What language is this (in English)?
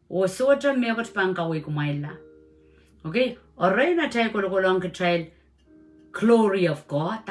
Pohnpeian